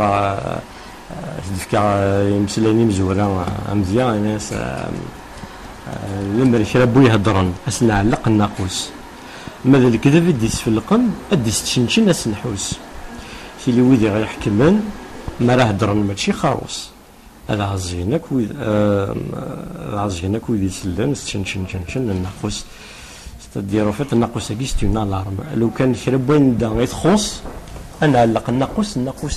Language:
Kabyle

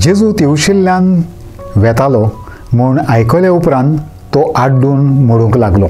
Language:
Konkani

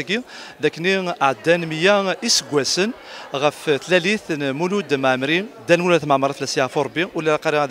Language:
Kabyle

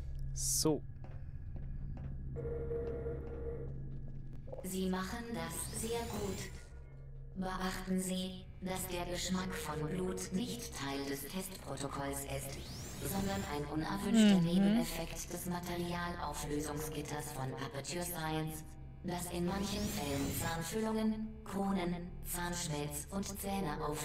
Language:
German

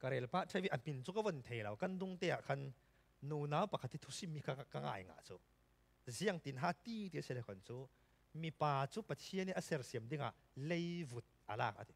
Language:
Falam Chin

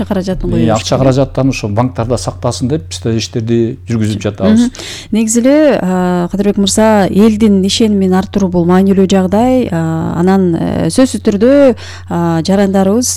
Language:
Kyrgyz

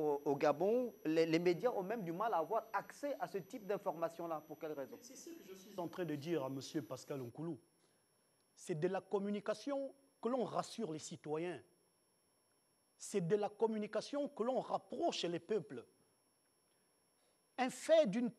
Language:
French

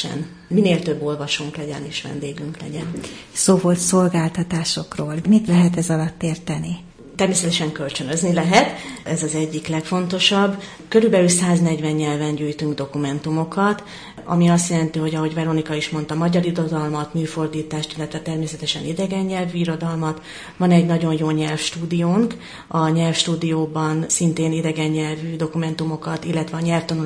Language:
Hungarian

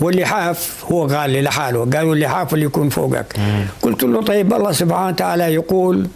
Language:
North Levantine Arabic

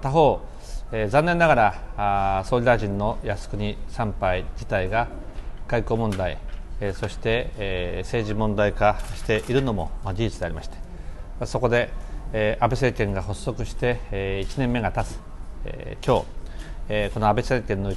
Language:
Japanese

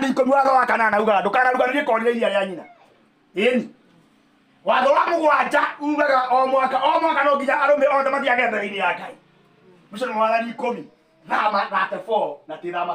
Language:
Kikuyu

